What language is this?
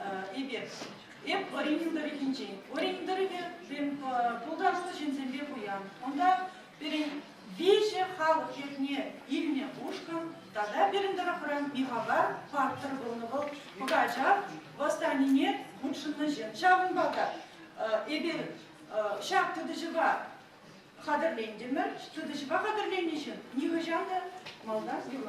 Chuvash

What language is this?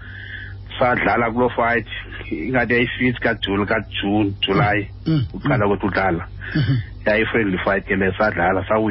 Xhosa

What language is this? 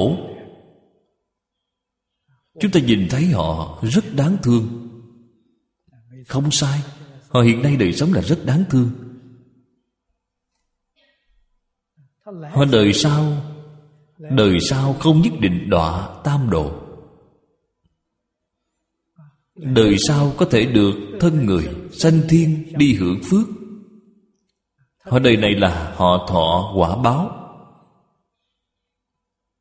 Vietnamese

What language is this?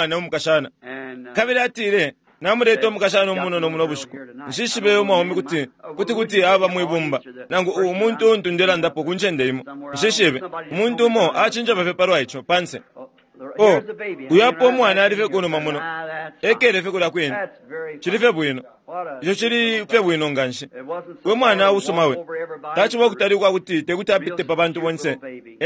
Bemba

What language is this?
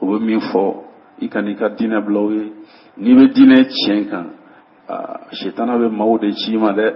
Bambara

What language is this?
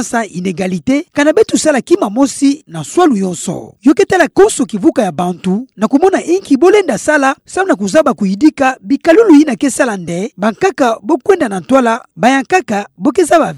Kituba (Democratic Republic of Congo)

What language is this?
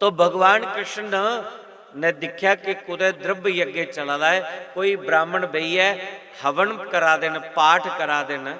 Dogri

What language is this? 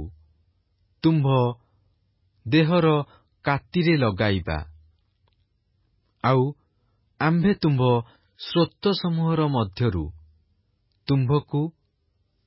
Odia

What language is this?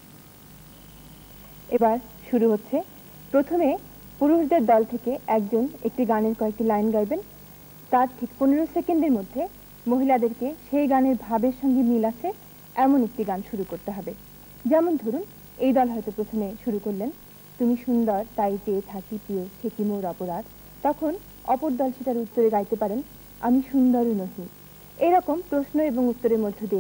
Bangla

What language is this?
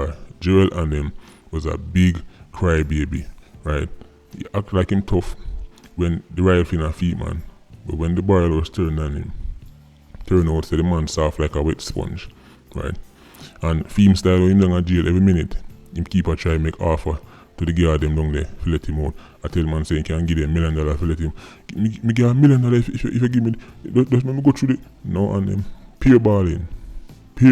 Jamaican Creole English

